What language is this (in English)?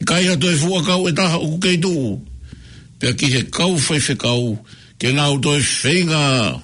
Tongan